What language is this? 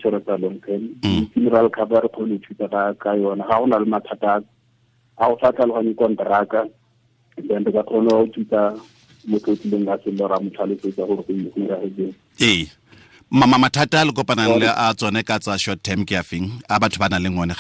Tswana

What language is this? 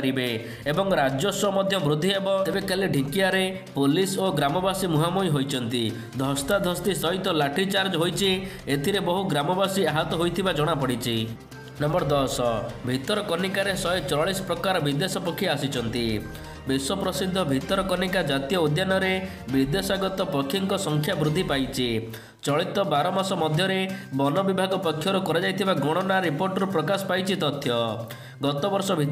Odia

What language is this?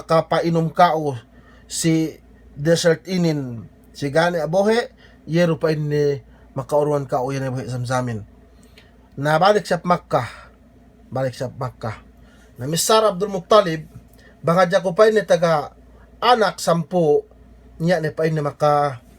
Yakan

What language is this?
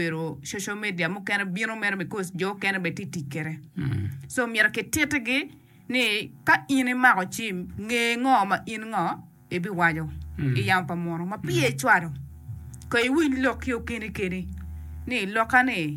Acoli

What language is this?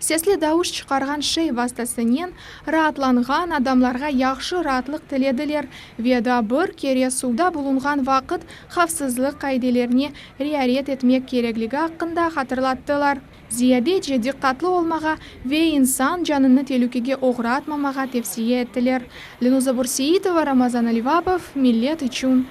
Crimean Tatar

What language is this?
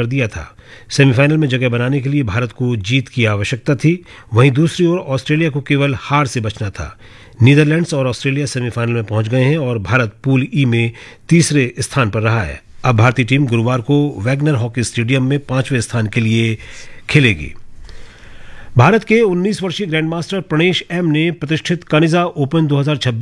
Hindi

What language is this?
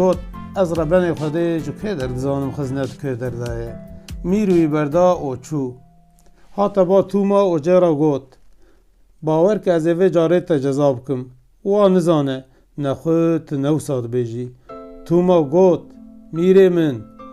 Kurdish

